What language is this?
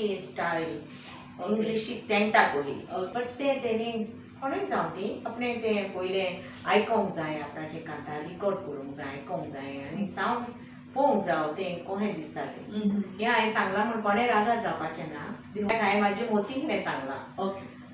Konkani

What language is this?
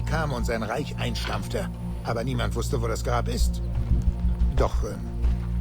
Bavarian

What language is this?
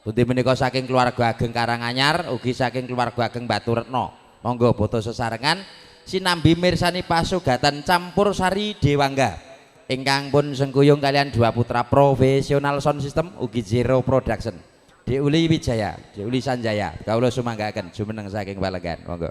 Javanese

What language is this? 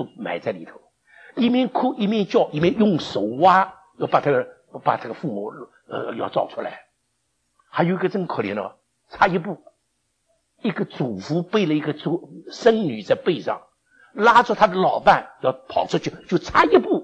Chinese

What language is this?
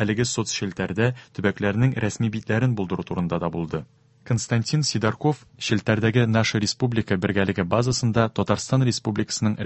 Tatar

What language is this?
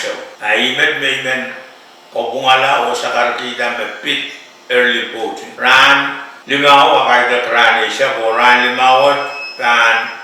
Pohnpeian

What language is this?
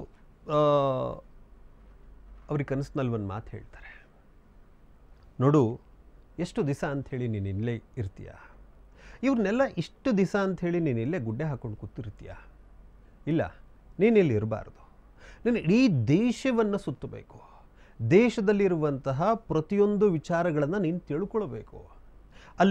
Kannada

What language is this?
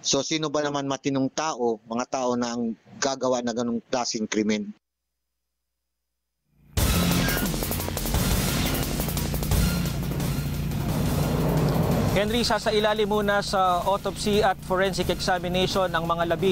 Filipino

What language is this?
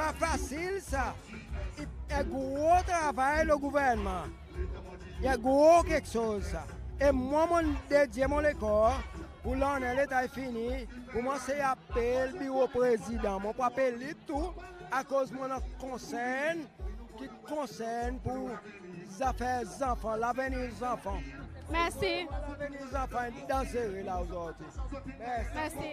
Seselwa Creole French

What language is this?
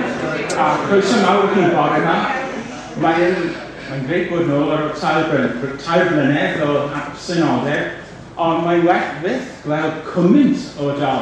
Welsh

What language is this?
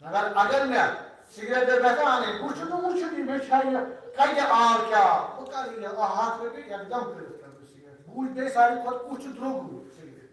Kashmiri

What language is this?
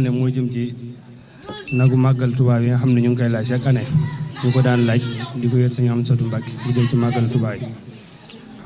Wolof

